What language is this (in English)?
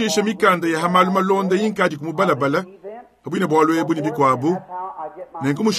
Luba-Lulua